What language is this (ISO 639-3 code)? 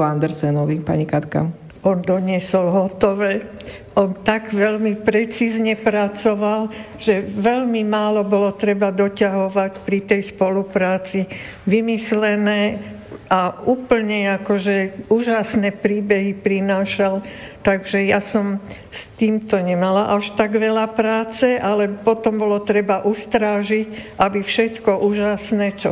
slk